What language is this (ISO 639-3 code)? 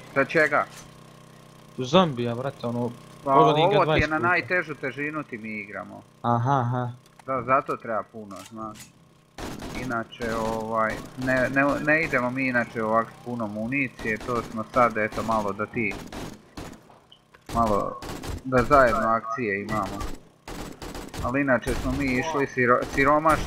hrv